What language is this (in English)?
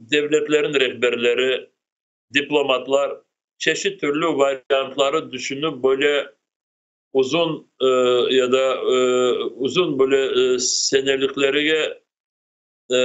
Crimean Tatar